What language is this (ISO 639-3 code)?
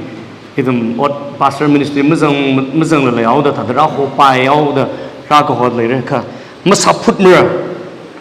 nmf